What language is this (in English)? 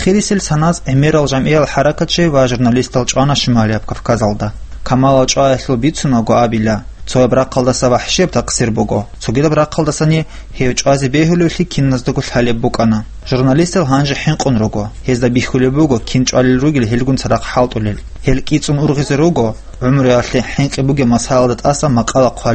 Avaric